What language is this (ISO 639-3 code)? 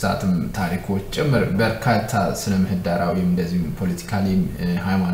amh